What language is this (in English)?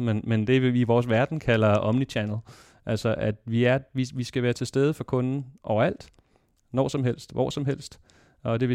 Danish